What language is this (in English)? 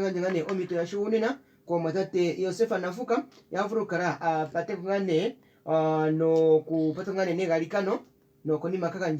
Kuanyama